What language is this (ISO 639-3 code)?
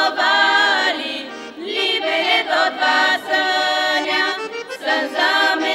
bul